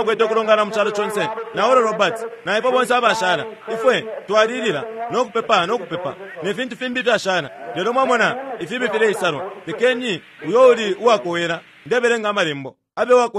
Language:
Bemba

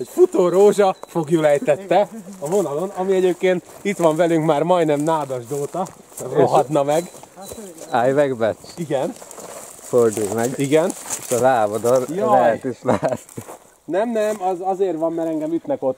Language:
Hungarian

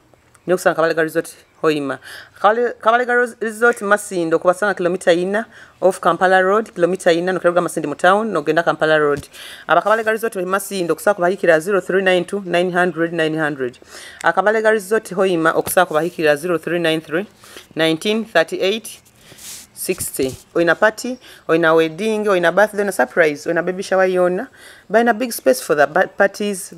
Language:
Nyoro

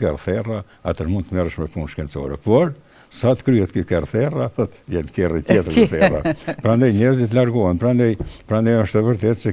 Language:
Albanian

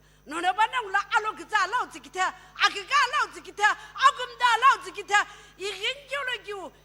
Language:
Sumi Naga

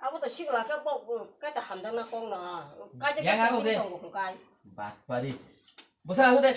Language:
Kok Borok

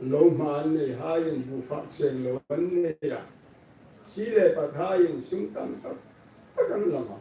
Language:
Hmar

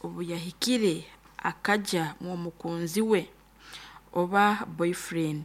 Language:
Nyoro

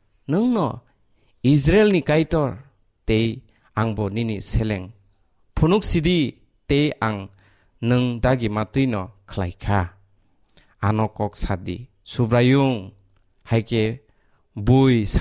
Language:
Kok Borok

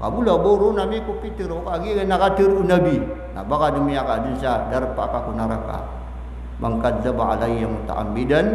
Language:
Maranao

